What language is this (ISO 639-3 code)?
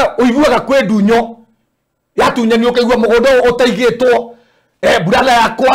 kik